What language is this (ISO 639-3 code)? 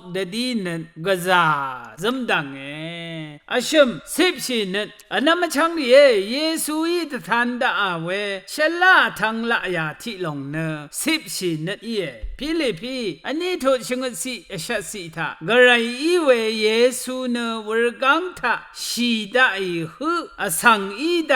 raw